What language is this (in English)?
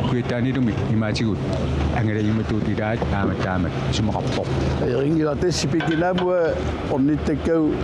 Kalaallisut